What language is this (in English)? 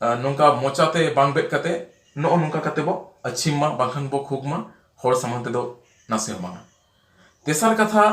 Santali